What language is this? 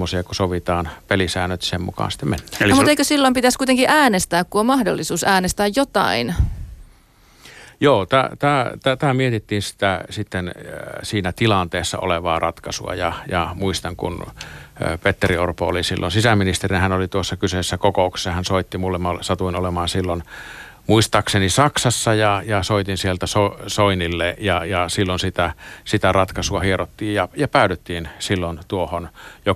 Finnish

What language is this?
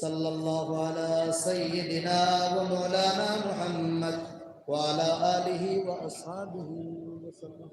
Sylheti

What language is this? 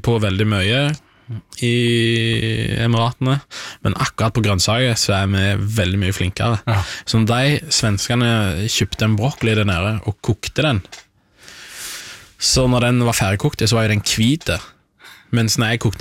Norwegian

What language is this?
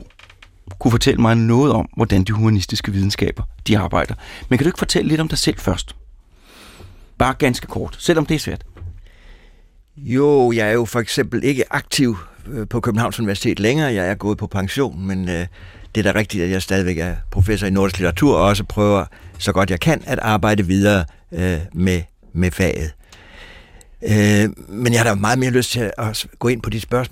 Danish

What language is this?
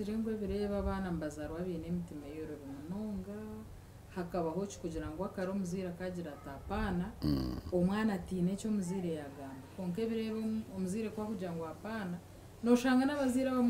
Nyankole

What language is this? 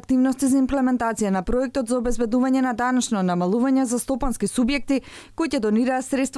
Macedonian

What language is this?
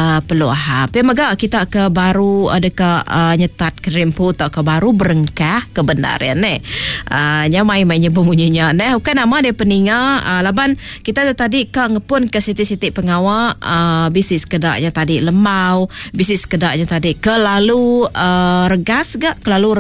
Iban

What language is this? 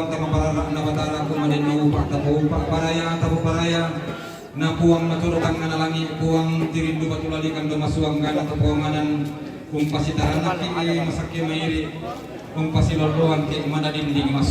Toraja-Sa'dan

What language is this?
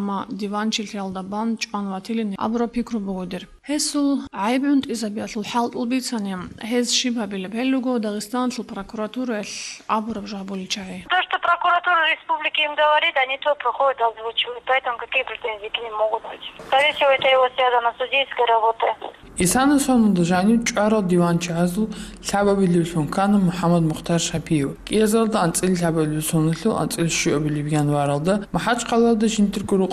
Avaric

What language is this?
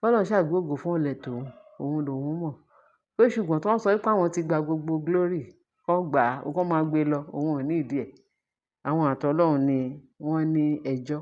Yoruba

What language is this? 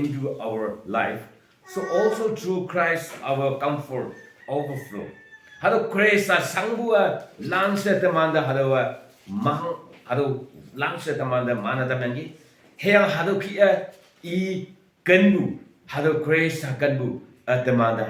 Konyak Naga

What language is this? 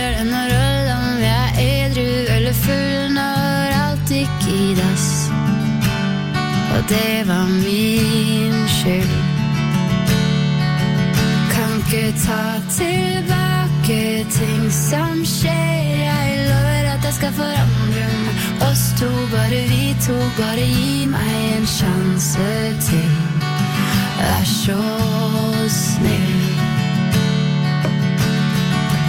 Norwegian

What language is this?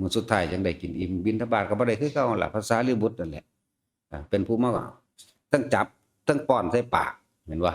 Northeastern Thai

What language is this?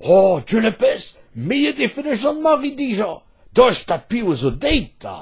Breton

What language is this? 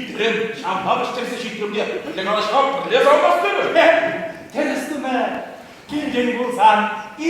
Chuvash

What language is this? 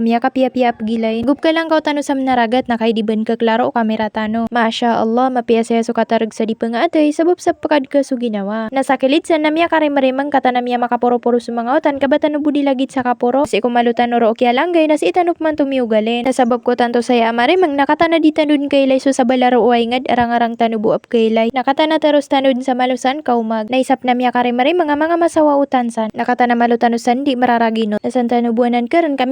Maranao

